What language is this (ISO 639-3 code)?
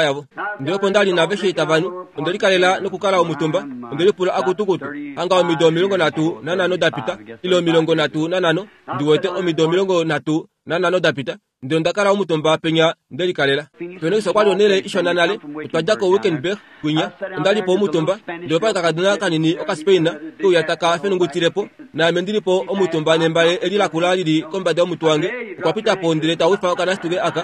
kua